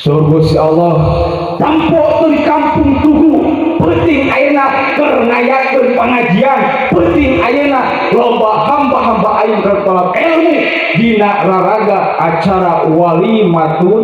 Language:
Sundanese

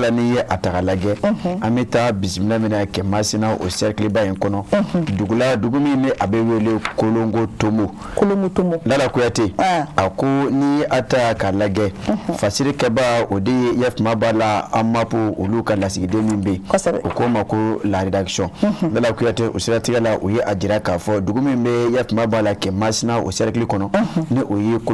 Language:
Bambara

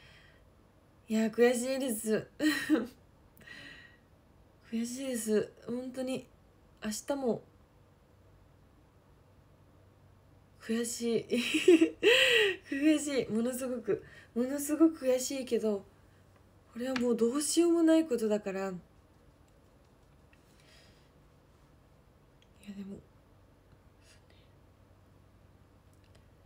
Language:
Japanese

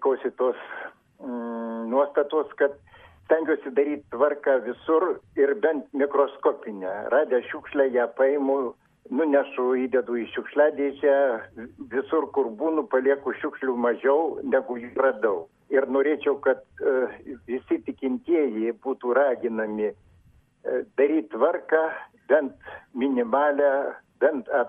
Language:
Lithuanian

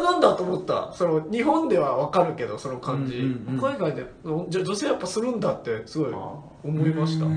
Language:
Japanese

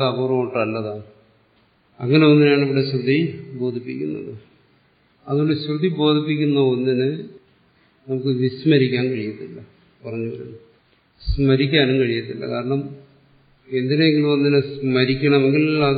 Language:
Malayalam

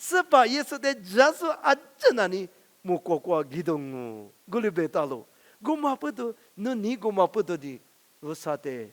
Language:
Lisu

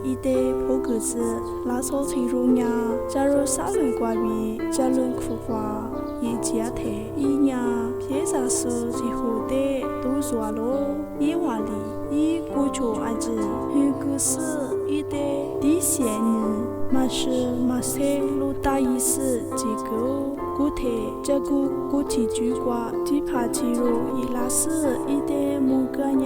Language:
Lisu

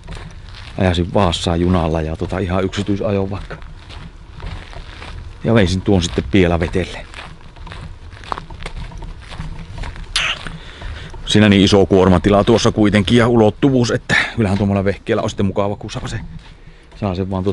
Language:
Finnish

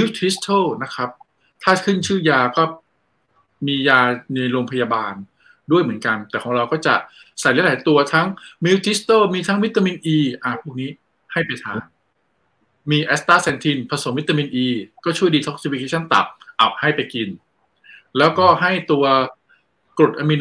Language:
Thai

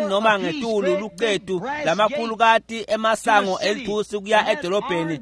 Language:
Swati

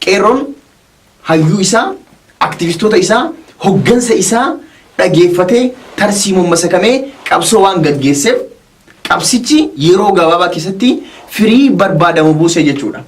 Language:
Oromo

